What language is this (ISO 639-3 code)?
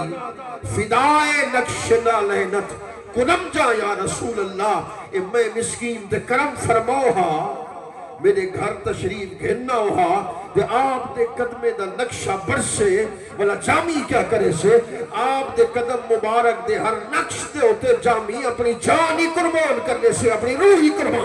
skr